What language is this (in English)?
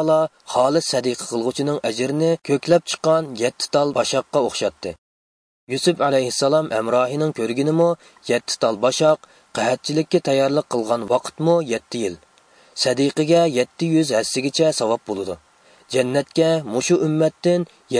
Uyghur